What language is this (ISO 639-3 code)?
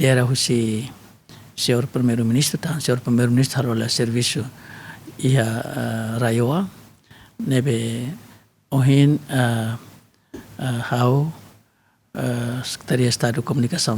tet